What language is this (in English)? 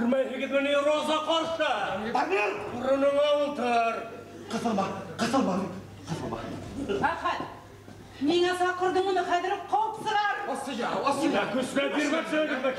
Bashkir